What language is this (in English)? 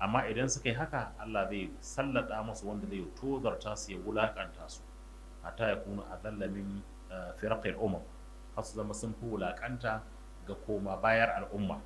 Hausa